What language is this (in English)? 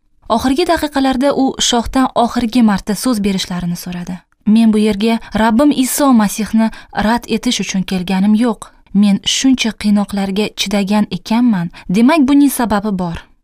Uzbek